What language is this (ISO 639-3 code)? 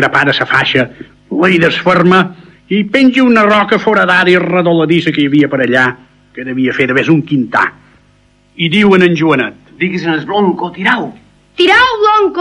cat